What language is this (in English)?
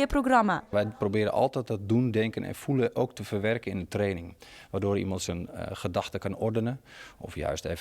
Western Frisian